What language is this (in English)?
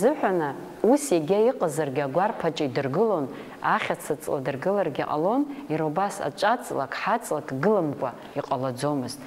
Abkhazian